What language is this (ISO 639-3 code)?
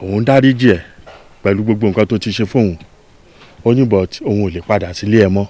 yor